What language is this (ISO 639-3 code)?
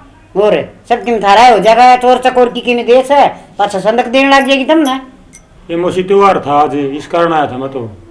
bgc